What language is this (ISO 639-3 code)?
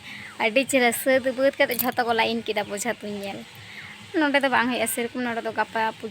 sat